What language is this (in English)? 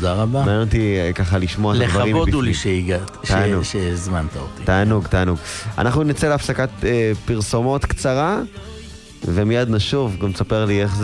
Hebrew